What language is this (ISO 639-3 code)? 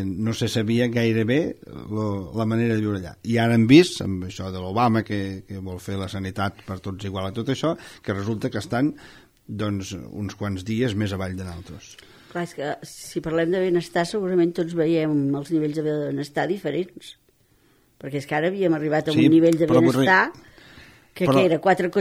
cat